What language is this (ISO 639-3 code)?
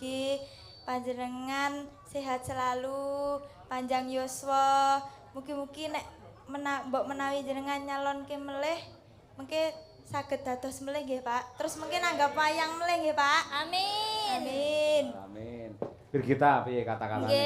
jav